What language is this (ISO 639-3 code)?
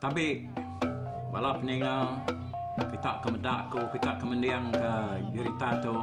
iba